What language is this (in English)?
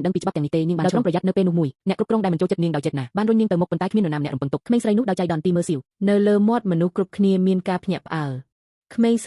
Khmer